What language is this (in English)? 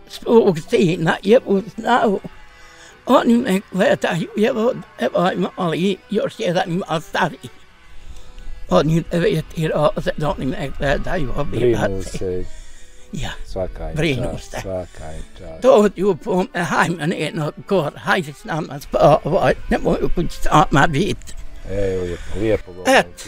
Bosnian